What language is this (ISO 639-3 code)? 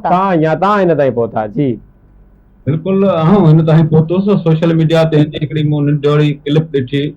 snd